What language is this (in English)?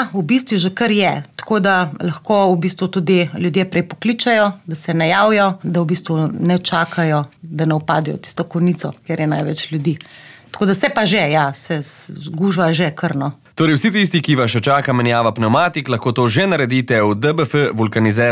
Slovenian